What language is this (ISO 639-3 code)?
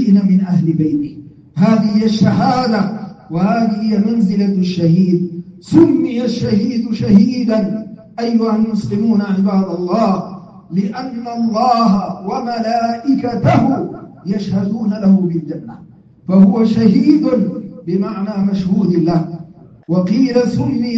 ara